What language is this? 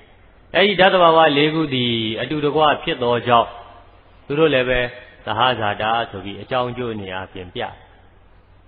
Burmese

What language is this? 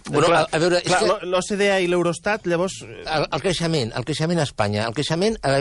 Catalan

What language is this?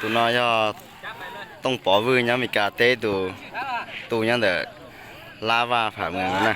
Hmong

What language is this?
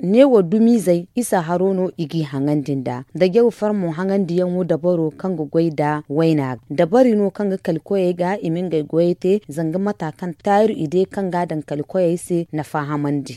Zarma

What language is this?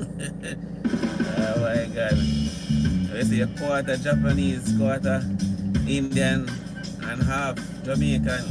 Jamaican Creole English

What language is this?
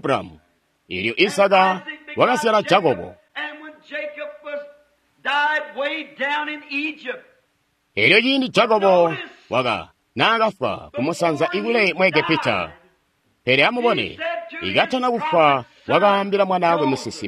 Tonga (Zambia)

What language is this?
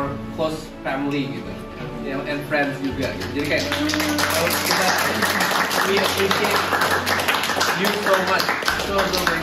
Indonesian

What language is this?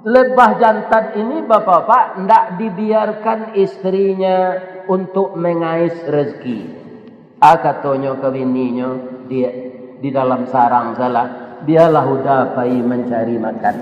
Minangkabau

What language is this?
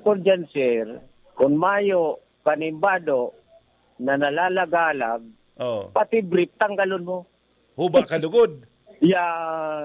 Bikol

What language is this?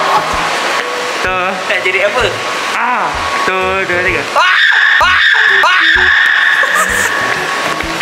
Malay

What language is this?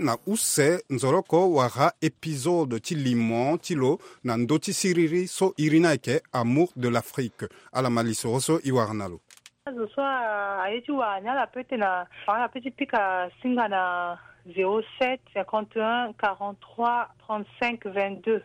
Sango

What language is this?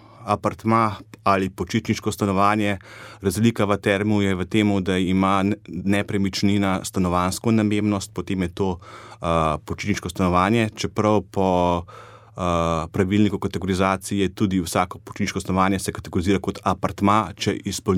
Slovenian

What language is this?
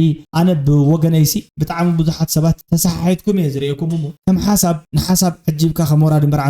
Tigrinya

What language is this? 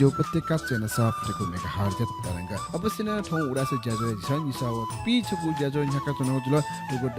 Newari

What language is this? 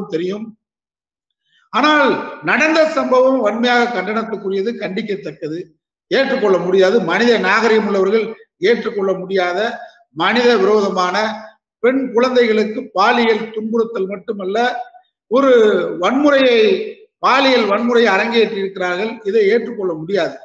Tamil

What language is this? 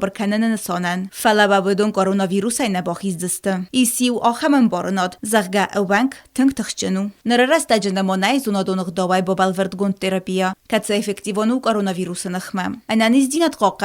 Ossetic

